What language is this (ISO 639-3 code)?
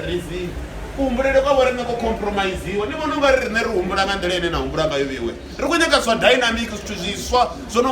ven